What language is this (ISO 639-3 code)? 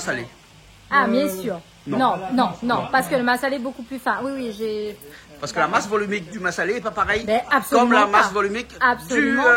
rcf